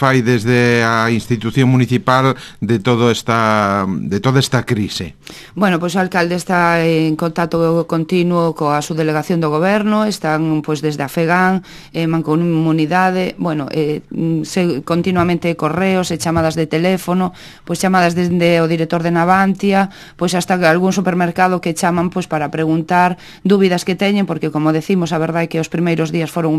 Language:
Galician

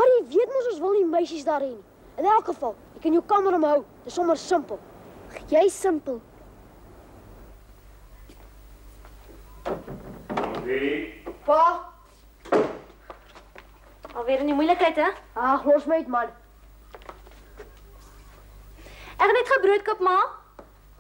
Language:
Afrikaans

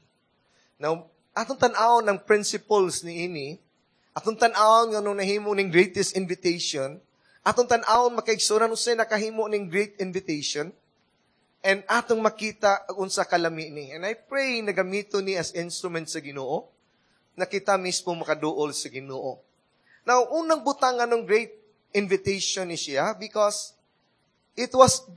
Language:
Cebuano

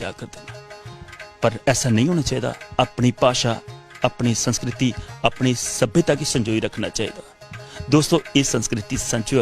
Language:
Dogri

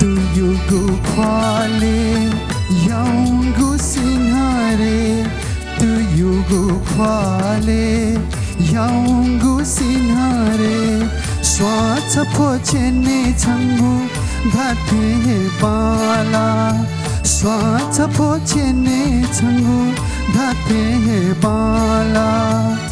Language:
Newari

